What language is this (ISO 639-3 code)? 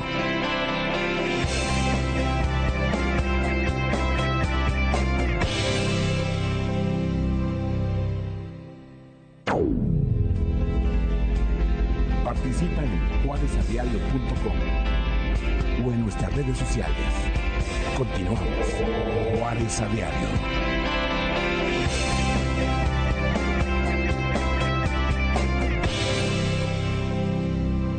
spa